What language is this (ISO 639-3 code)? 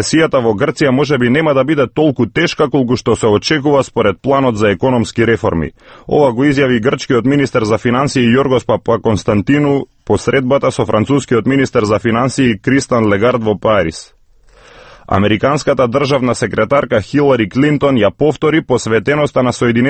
mkd